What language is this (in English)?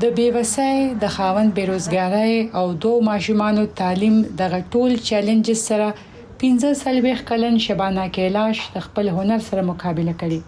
Pashto